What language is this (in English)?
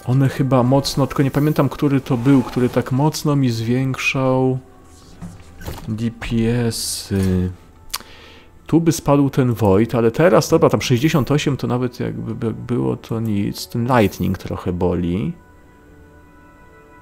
Polish